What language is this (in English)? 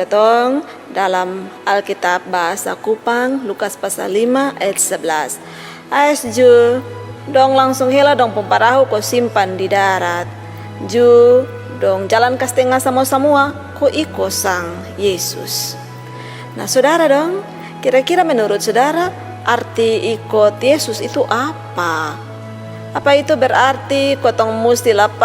Kupang Malay